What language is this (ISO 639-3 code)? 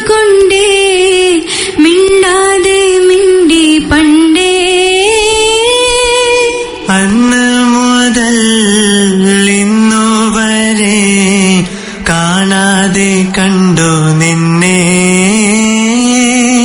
mal